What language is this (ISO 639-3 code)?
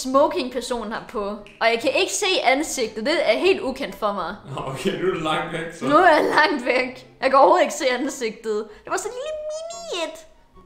dan